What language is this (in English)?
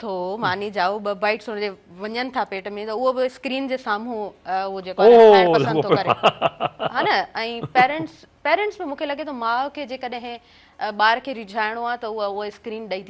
Sindhi